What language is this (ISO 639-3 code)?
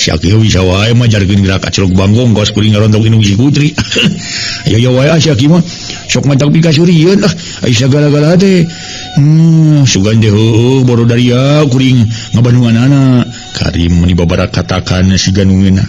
sun